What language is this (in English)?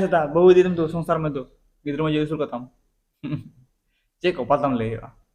Santali